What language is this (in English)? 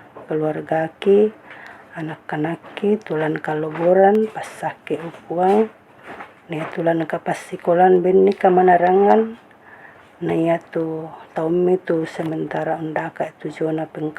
Toraja-Sa'dan